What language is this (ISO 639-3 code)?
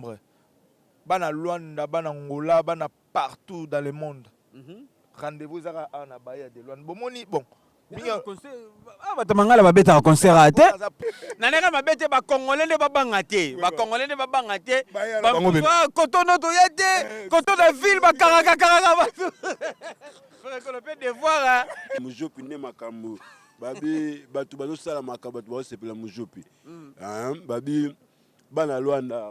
lin